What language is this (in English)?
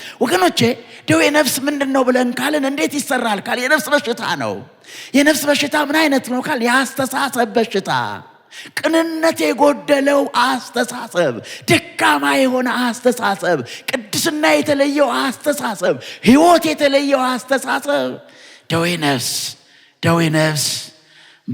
Amharic